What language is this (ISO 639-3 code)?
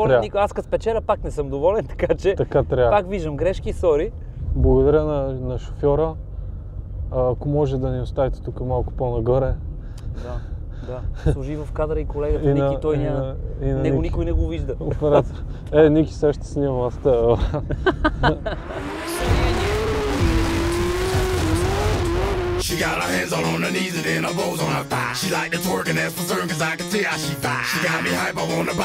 bul